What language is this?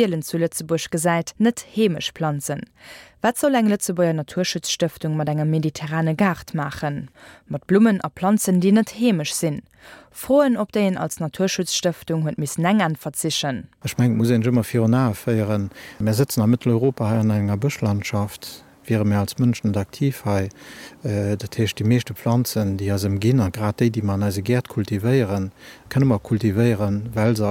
Luxembourgish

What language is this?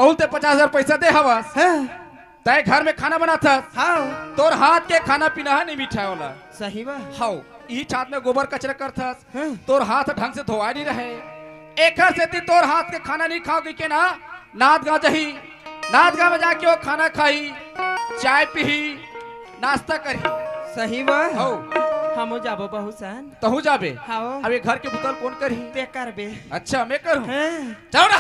Chhattisgarhi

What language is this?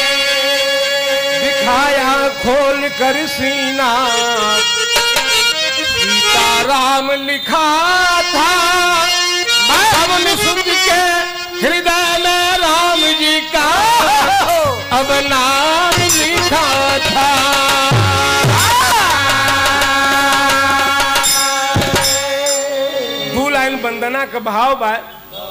Bhojpuri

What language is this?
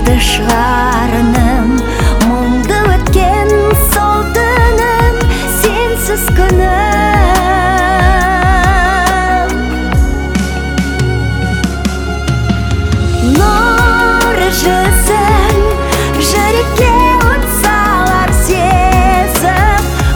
Kazakh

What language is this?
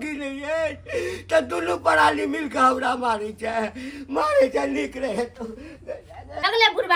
Maithili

